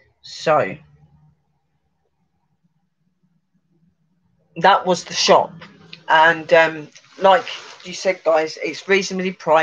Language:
English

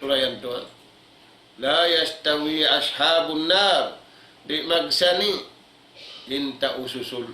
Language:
Tausug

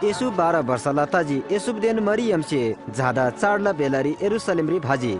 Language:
Eastern Tamang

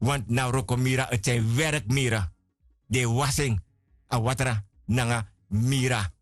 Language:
Sranan Tongo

